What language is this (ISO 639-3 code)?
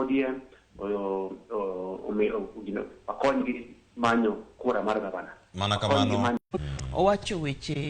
luo